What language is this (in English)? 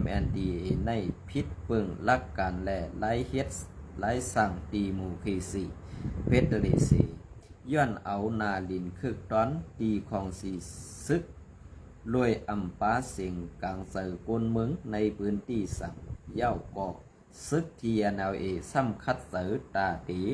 Shan